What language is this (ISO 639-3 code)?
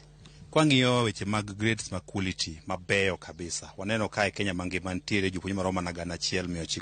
luo